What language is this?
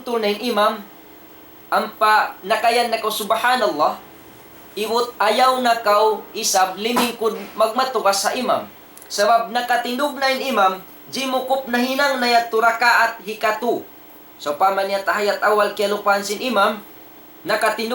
Tausug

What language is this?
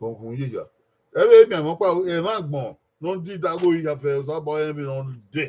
Bini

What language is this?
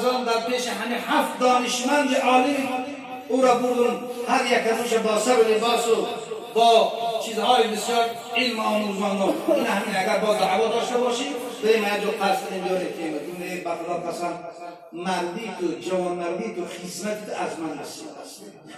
Tajik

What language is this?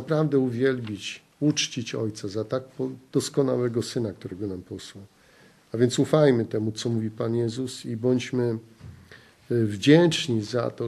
Polish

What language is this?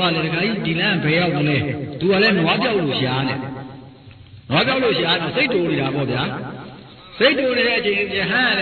Burmese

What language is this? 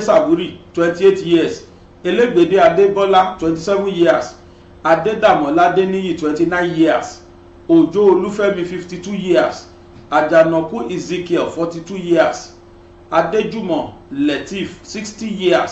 Yoruba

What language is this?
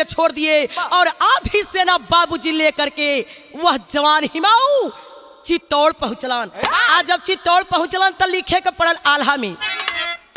Bhojpuri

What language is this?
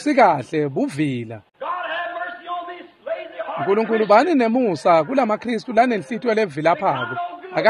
Swati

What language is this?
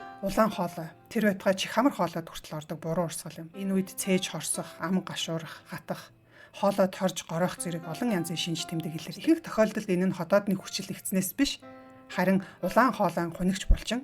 Mongolian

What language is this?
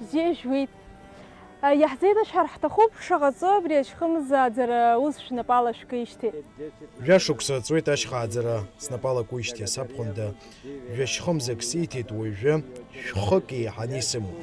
Abkhazian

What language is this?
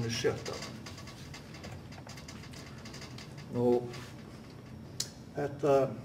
Icelandic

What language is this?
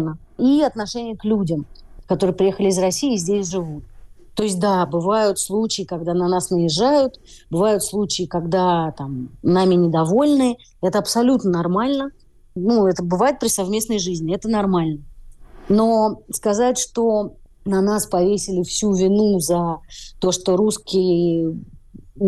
Russian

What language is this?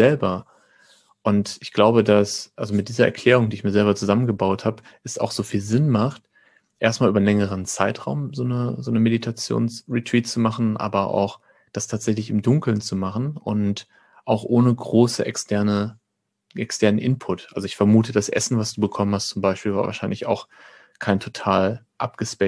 German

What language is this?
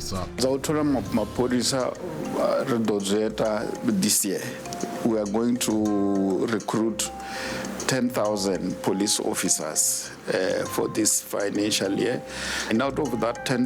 Venda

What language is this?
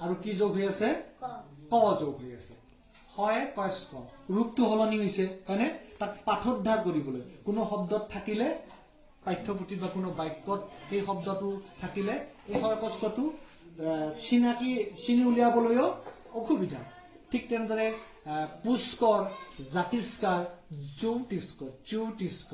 Assamese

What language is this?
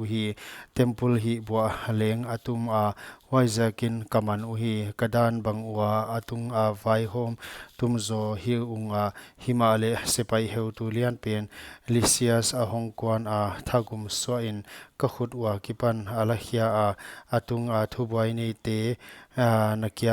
Paite Chin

